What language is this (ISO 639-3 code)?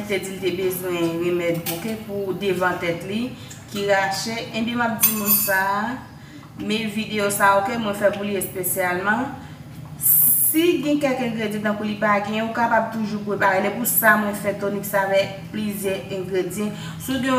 hat